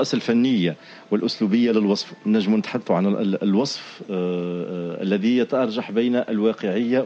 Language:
Tunisian Arabic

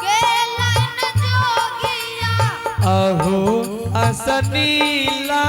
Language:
Angika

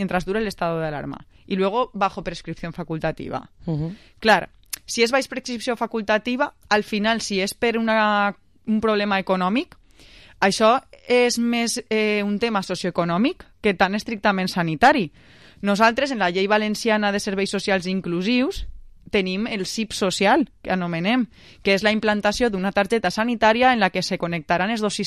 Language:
Catalan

